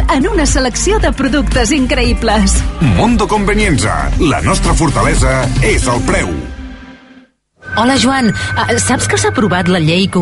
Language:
Catalan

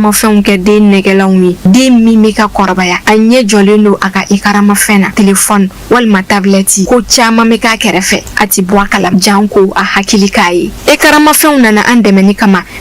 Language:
Bambara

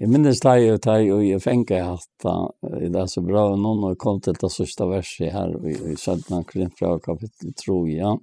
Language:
Faroese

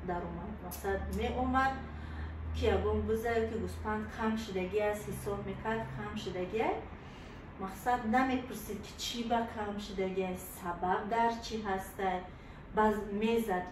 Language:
Tajik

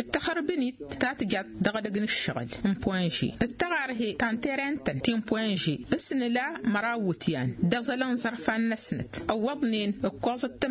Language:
Tamasheq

